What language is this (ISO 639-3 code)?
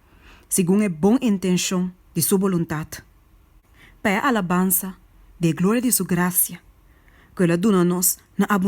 pap